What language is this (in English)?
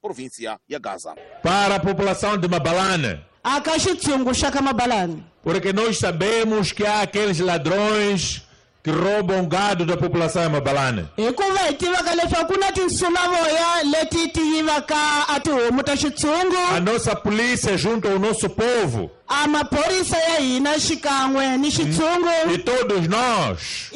Tsonga